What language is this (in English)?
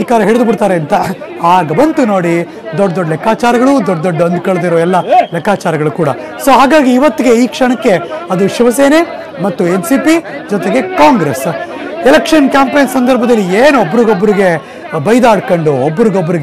Kannada